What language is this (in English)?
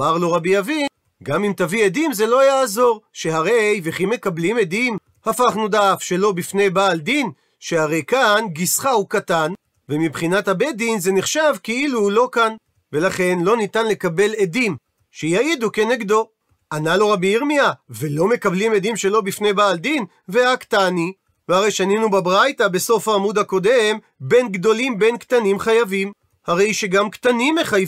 Hebrew